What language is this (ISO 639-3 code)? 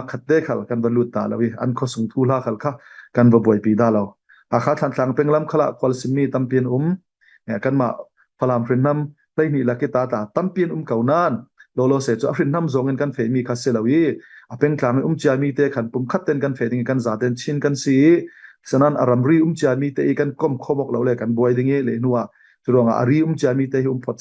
cfm